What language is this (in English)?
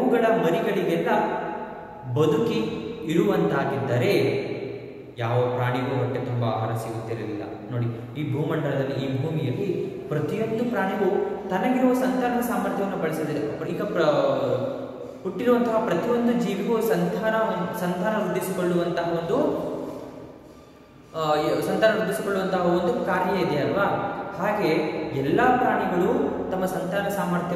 Kannada